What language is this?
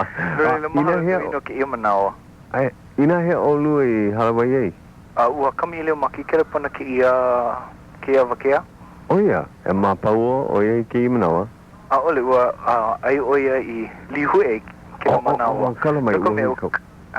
Hawaiian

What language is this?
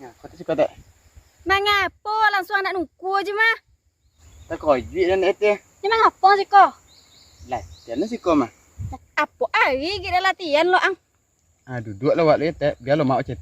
Minangkabau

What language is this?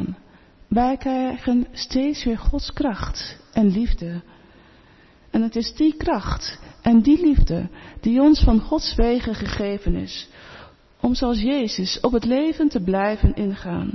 Dutch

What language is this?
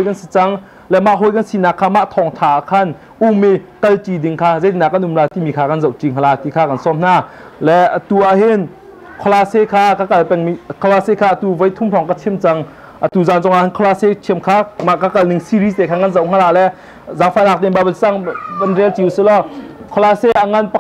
Hakha Chin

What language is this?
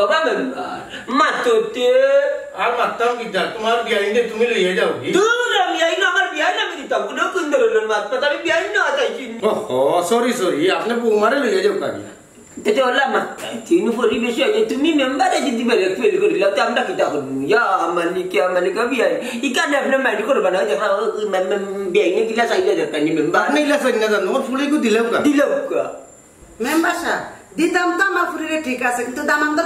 Sylheti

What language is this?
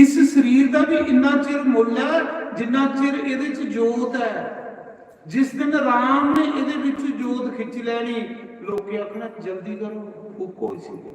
Dogri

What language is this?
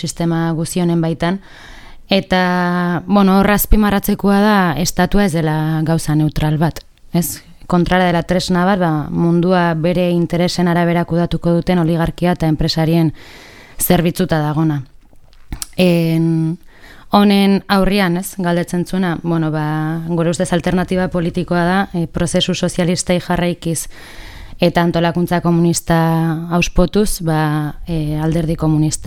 Basque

